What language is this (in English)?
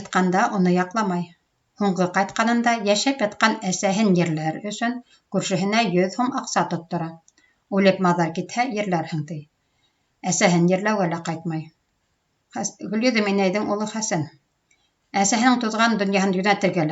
Bashkir